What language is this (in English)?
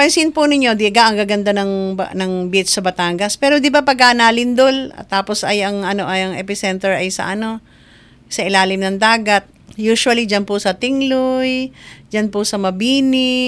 Filipino